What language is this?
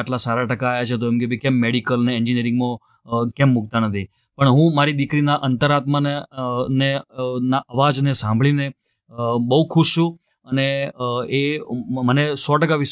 Gujarati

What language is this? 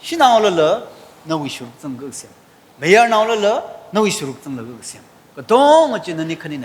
Tangkhul Naga (India)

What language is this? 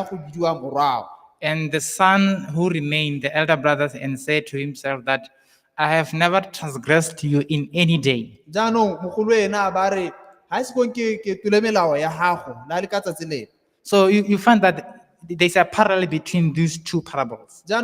Tswana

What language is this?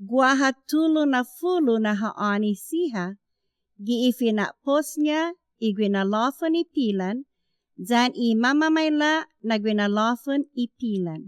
Chamorro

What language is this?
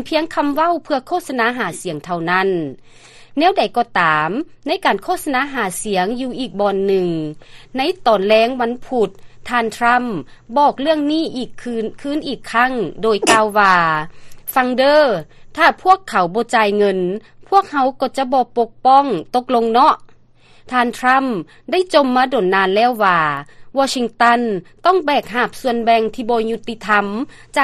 Lao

